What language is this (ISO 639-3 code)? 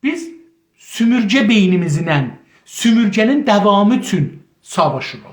azb